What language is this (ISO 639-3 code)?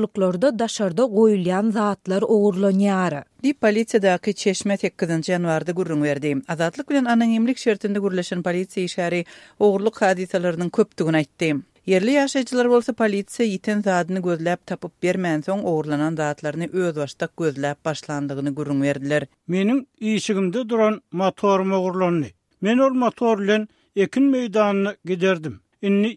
tuk